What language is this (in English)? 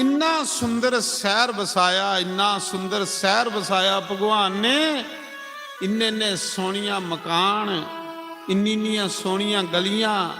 Dogri